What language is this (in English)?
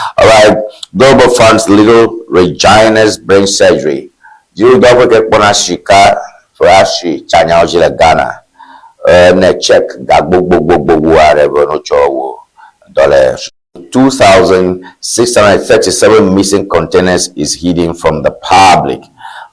Ewe